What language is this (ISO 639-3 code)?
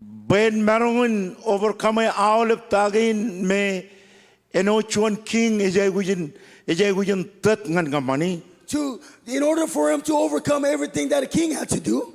mah